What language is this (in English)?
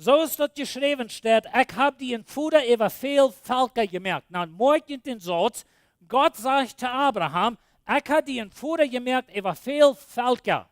Plautdietsch